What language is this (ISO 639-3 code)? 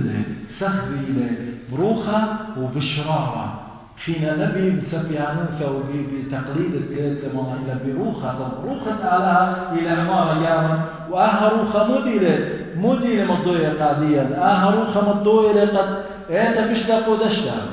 aii